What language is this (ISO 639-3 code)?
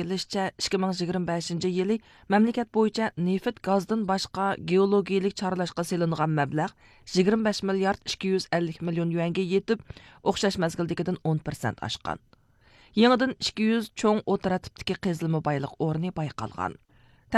uig